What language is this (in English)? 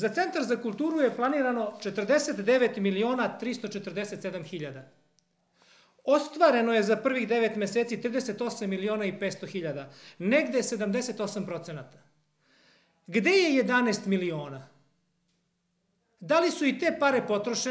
Serbian